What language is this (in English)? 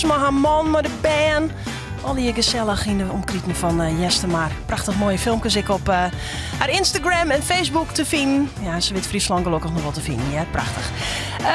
Western Frisian